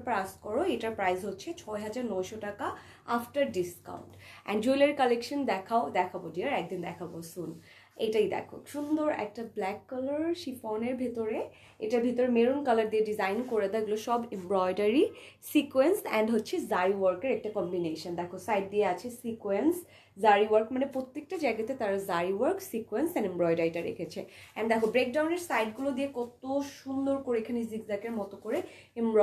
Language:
Bangla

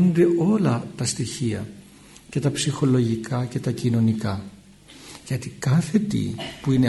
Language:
Greek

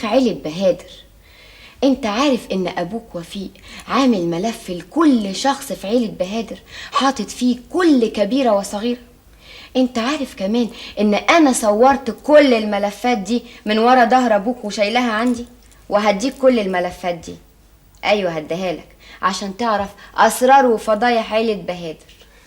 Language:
Egyptian Arabic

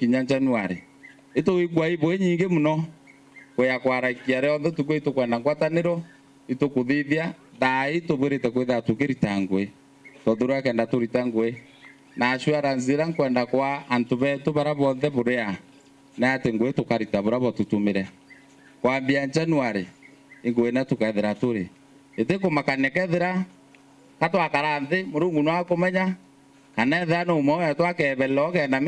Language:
Meru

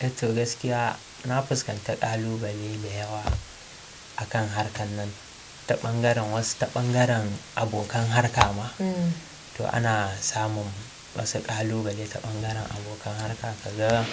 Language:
Hausa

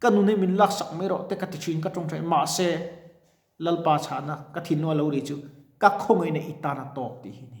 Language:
Mizo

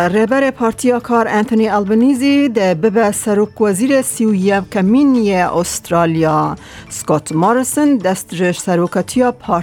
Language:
Kurdish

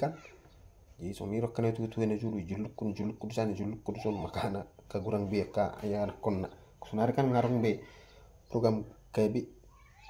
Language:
Batak Toba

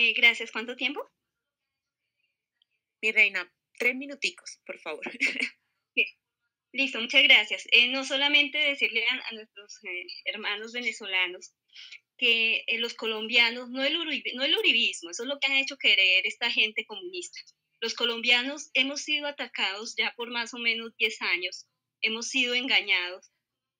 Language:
Spanish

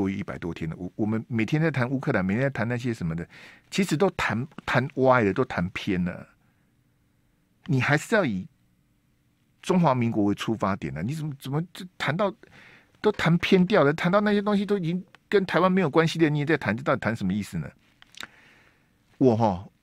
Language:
Chinese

